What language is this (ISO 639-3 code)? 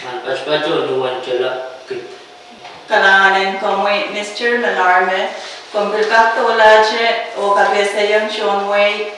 pon